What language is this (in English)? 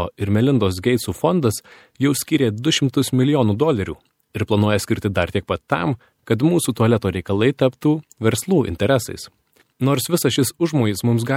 Lithuanian